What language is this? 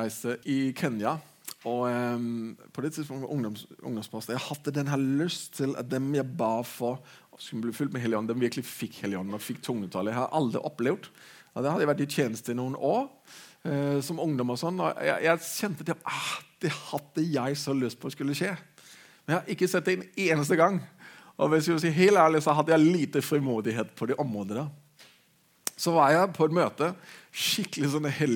Norwegian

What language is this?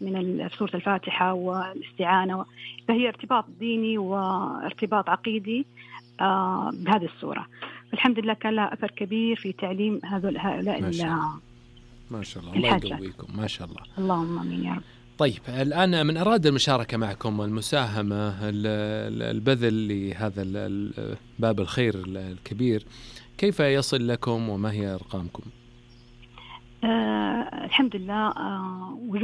Arabic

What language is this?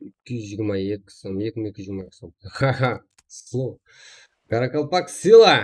Kara-Kalpak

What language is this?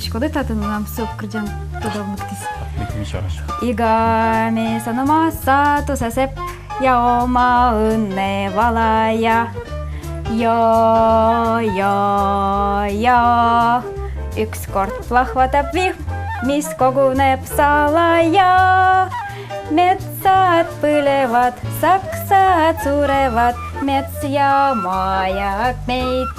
Udmurt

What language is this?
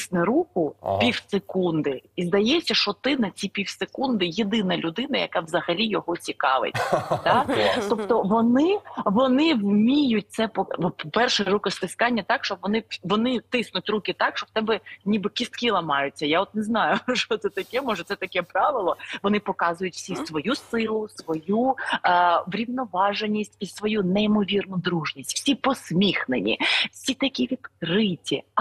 Ukrainian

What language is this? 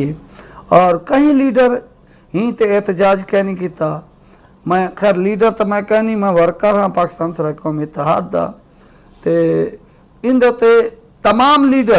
Saraiki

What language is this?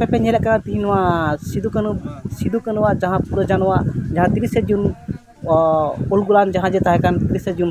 Santali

